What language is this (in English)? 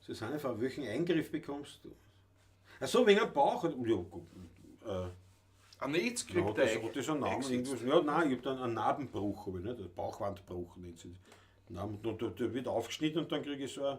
Bavarian